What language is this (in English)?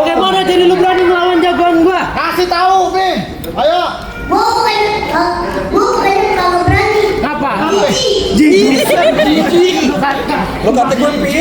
Betawi